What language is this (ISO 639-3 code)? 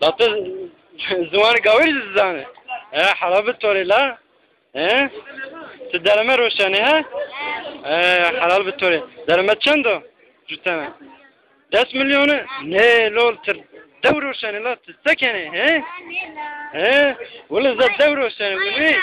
zza